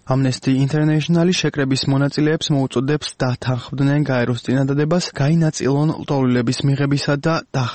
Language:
Georgian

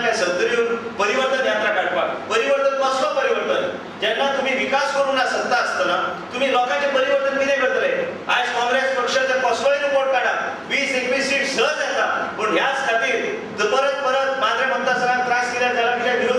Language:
Konkani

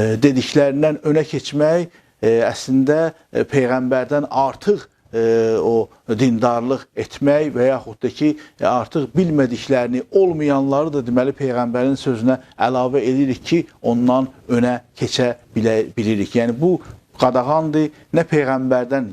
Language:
Azerbaijani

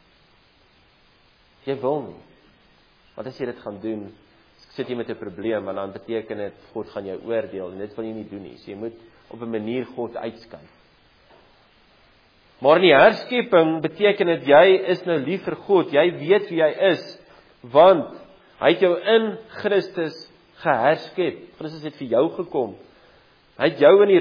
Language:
Afrikaans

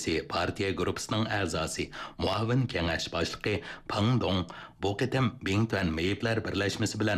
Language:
Uyghur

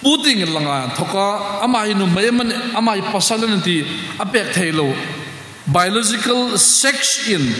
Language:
Hmar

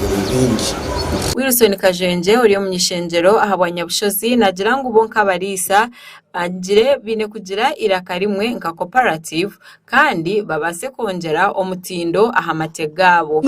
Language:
Nyankole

